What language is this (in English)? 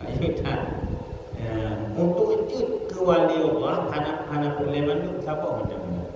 Achinese